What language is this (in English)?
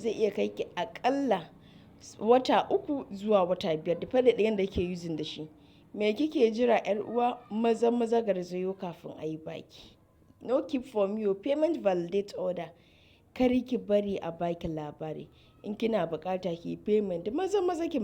Hausa